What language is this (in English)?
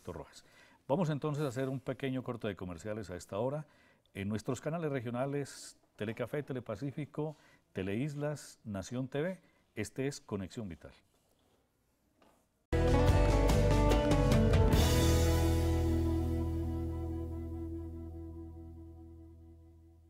Spanish